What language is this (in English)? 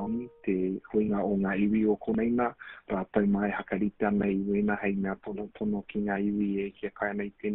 Māori